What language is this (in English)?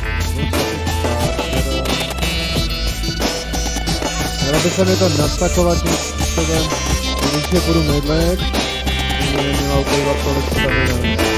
Czech